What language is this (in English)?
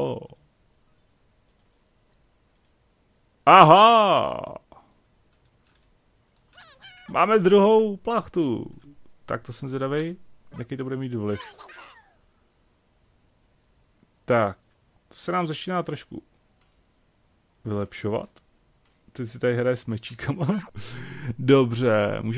Czech